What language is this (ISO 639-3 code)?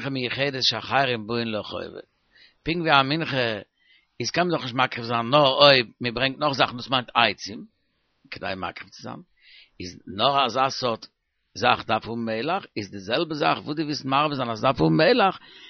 yid